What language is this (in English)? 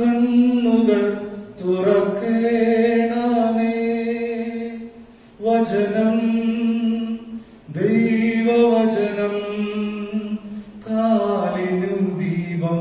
Malayalam